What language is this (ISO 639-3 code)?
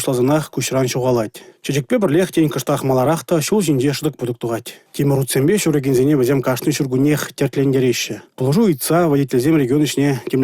chv